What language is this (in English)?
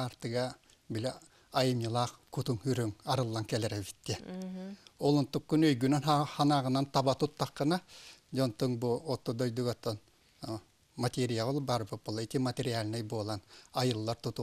Yakut